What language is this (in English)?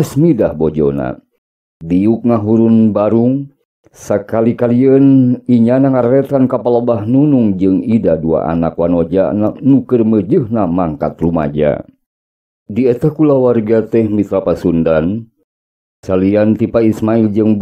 Sundanese